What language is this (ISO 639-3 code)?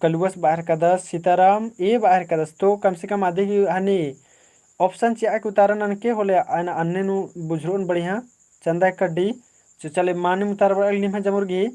kru